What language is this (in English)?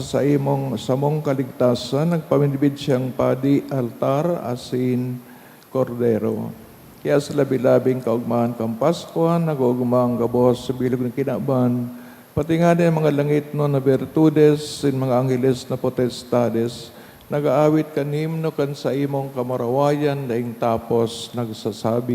Bikol